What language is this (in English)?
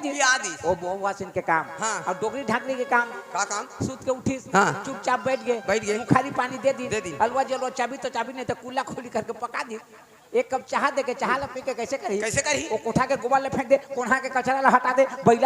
Chhattisgarhi